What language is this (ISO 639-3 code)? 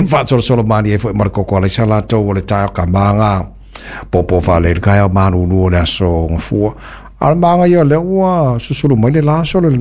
smo